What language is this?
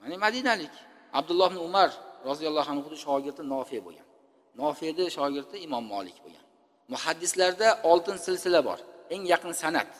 Uzbek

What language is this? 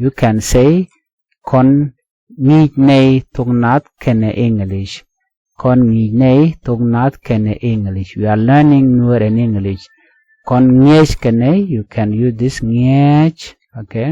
Nuer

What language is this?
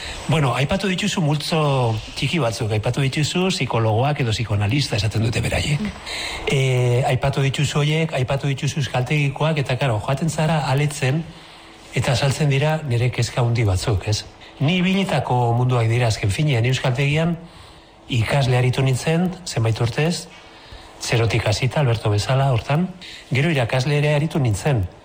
Basque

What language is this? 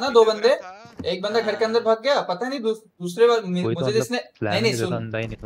Hindi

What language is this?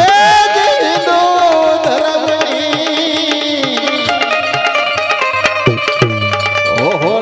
Gujarati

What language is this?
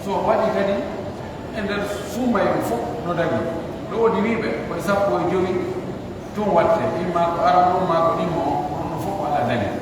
Pular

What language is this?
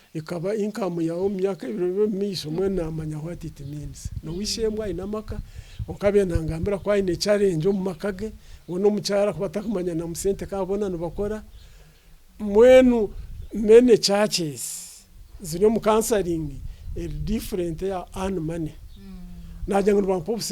Nyankole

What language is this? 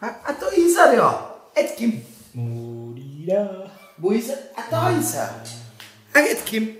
Bavarian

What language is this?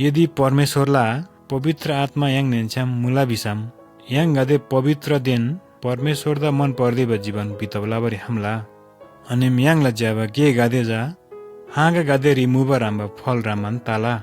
Eastern Tamang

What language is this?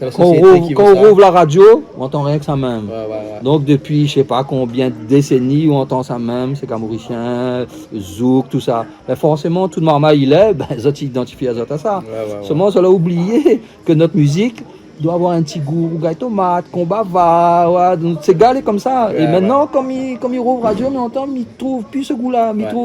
Réunion Creole French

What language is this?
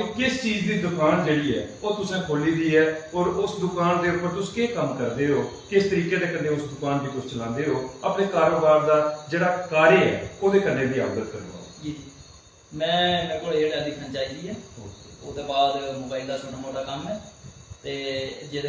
Dogri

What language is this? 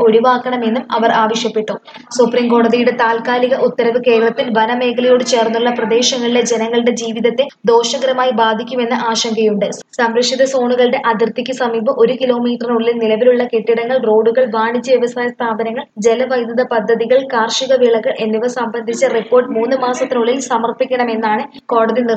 Malayalam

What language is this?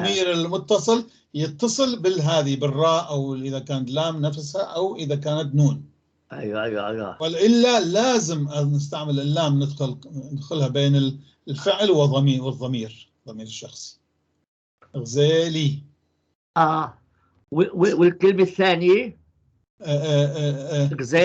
North Levantine Arabic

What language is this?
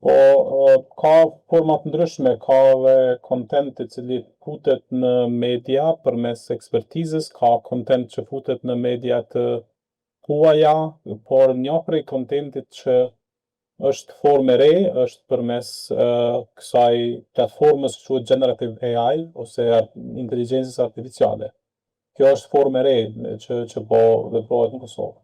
Albanian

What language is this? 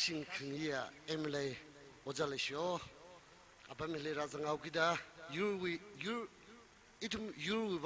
Tangkhul Naga (India)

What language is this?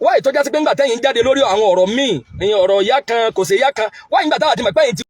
Yoruba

